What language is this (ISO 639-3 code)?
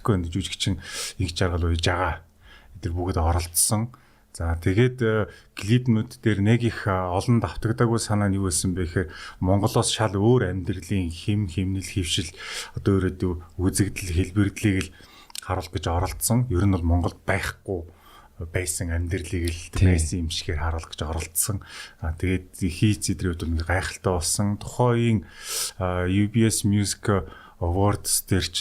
mon